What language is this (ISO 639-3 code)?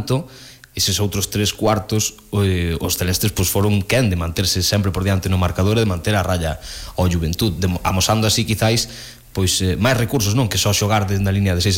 glg